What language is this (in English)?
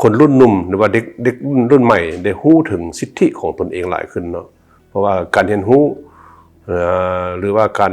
Lao